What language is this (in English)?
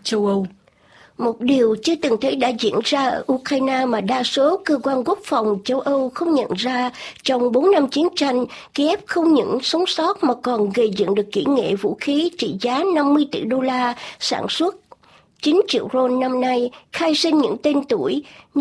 Vietnamese